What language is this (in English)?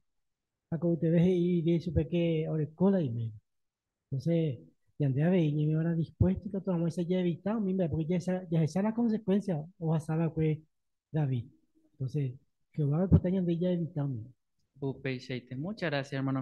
Guarani